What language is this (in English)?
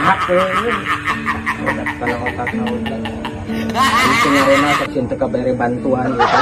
Sundanese